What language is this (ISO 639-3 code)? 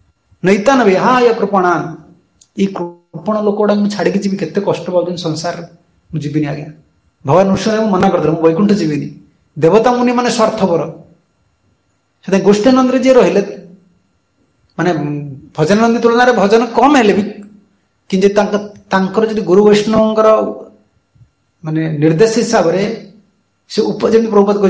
ori